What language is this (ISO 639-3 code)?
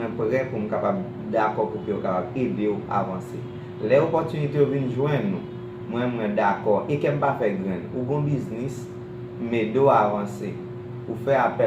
hat